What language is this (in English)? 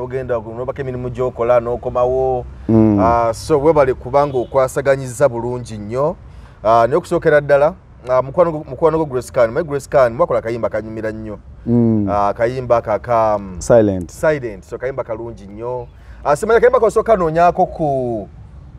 Ganda